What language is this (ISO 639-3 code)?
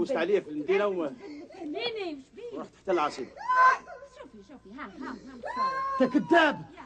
arq